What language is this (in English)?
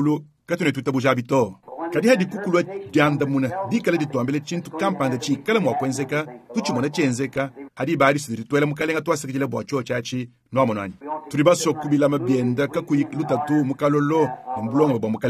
Luba-Lulua